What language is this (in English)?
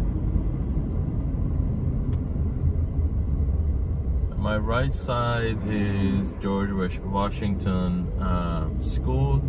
English